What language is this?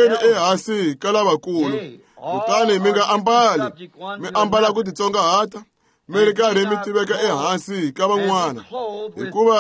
Tsonga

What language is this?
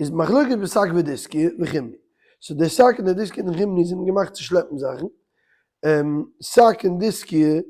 Yiddish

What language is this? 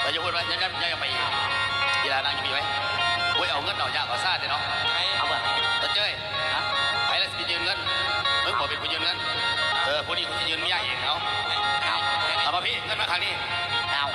Northeastern Thai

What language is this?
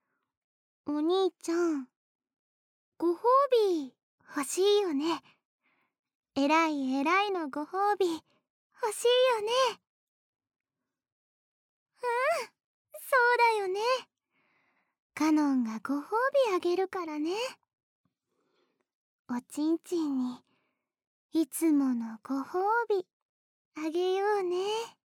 Japanese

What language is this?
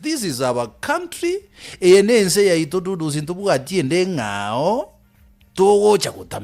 Gusii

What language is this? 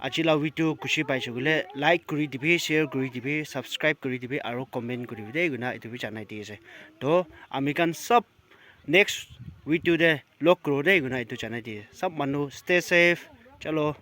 Naga Pidgin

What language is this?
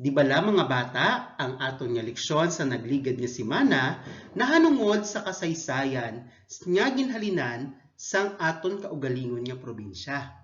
Hiligaynon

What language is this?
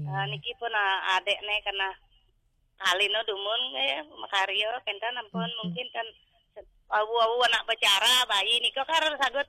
Balinese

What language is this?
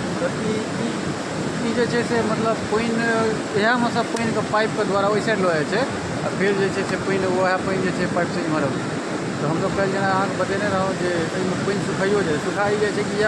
Maithili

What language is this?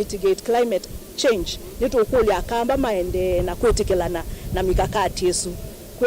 Kamba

